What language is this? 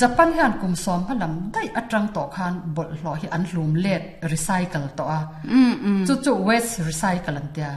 Mizo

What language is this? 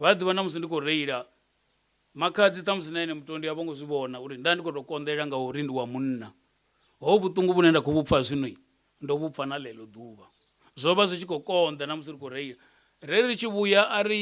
Venda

